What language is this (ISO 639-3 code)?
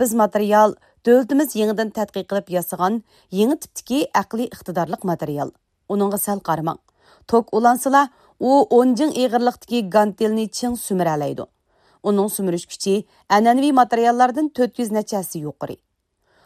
uig